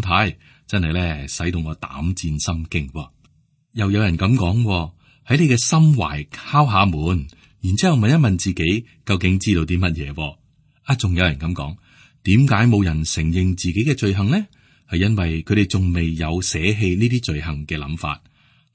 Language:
Cantonese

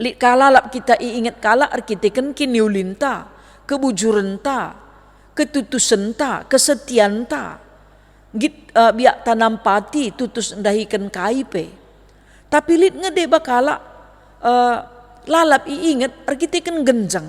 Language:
Batak Karo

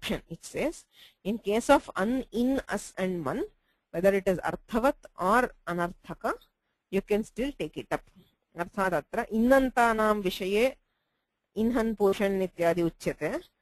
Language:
Sanskrit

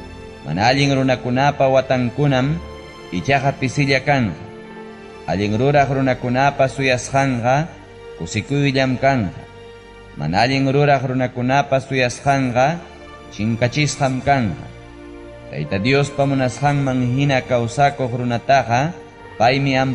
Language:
Ayacucho Quechua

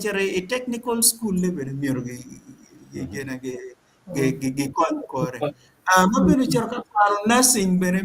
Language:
Acoli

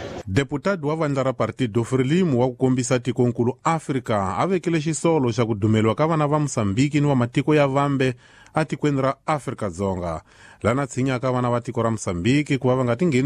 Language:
Tsonga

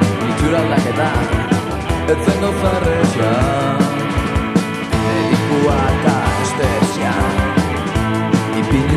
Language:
Basque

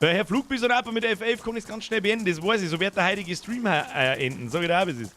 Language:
Bavarian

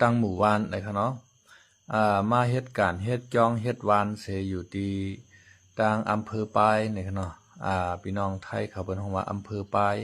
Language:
Shan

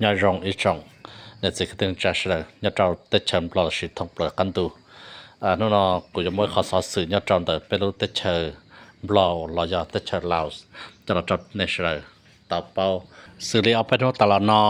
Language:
Hmong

